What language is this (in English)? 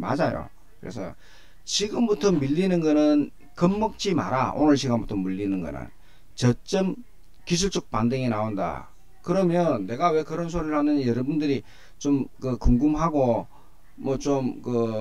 Korean